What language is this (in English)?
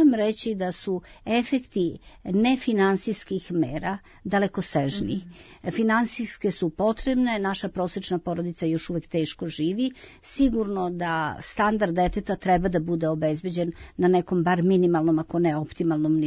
Serbian